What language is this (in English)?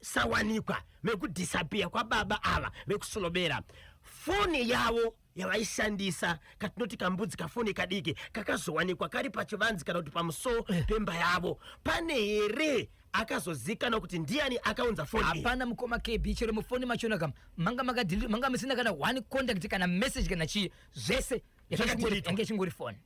Shona